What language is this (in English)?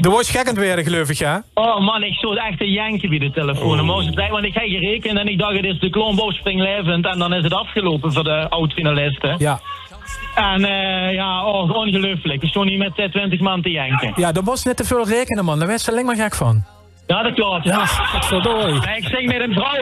Limburgish